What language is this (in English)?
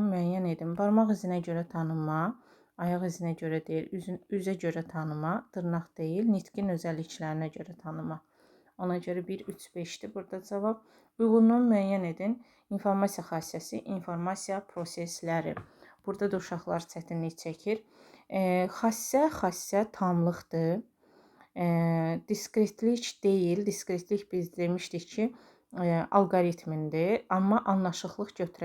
Azerbaijani